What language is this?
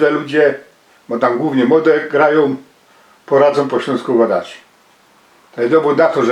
Silesian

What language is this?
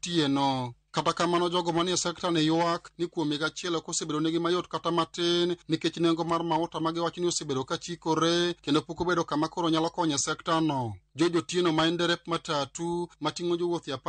Luo (Kenya and Tanzania)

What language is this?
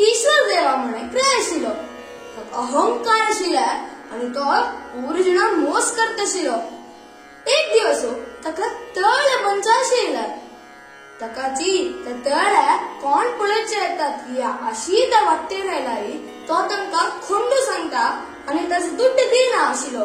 Konkani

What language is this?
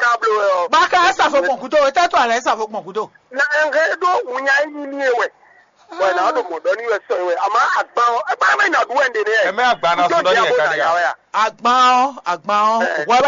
Fon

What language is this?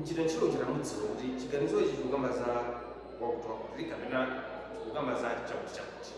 Nyanja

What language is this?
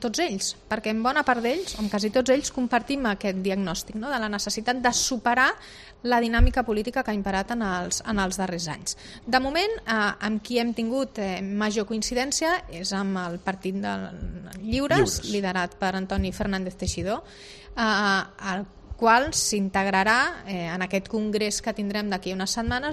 Catalan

